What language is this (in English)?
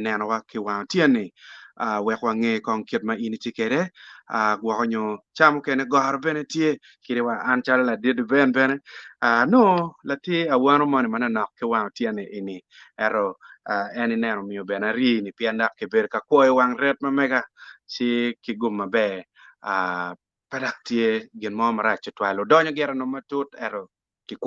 Acoli